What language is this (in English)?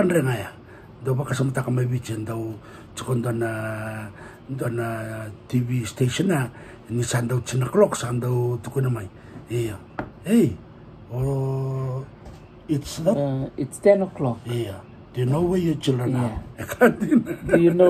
Fijian